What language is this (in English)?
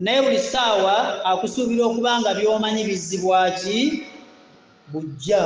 Ganda